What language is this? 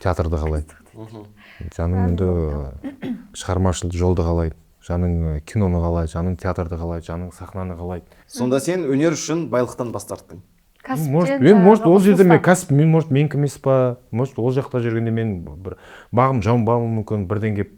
Kazakh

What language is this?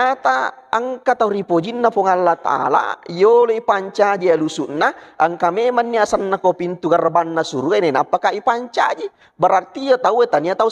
Buginese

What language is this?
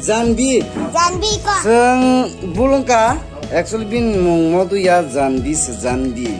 Kok Borok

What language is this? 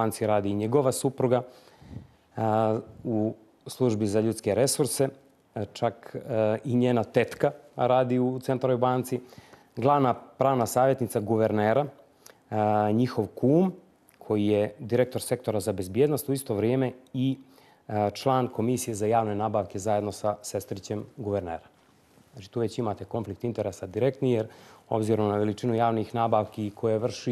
Bosnian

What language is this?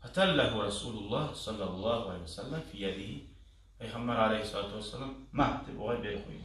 Kumyk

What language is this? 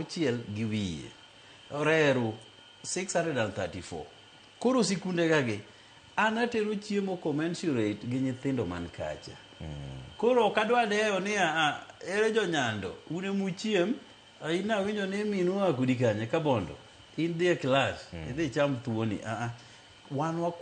Luo (Kenya and Tanzania)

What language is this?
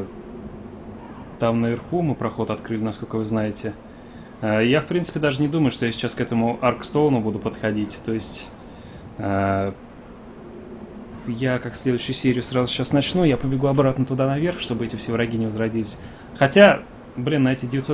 Russian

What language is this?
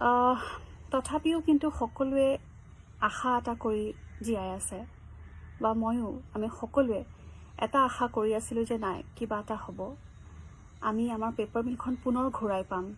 Assamese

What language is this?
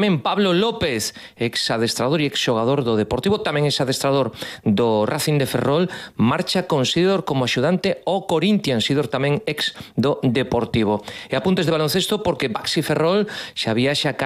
Galician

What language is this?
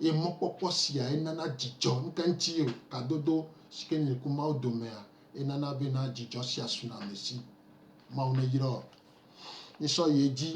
Gen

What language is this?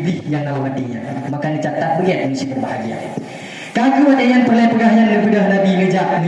Achinese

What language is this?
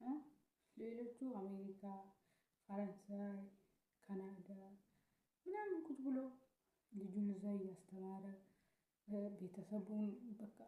Amharic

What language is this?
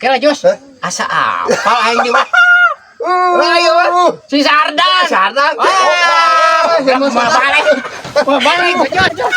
Sundanese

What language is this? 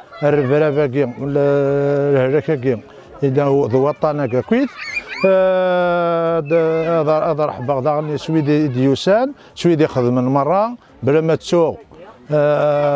Kabyle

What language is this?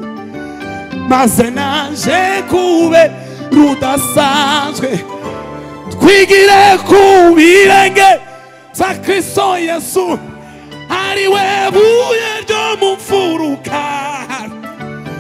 Kinyarwanda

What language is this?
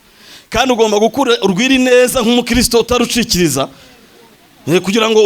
Kinyarwanda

